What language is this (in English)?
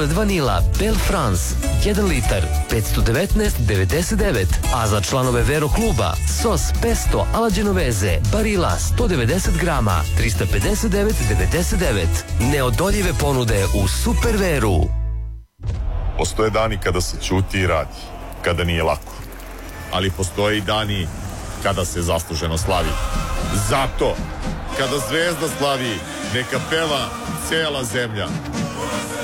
Serbian